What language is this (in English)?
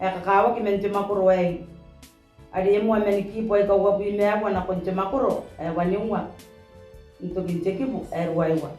Gilbertese